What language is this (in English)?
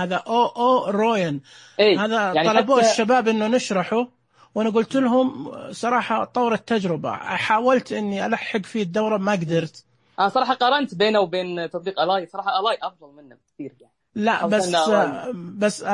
Najdi Arabic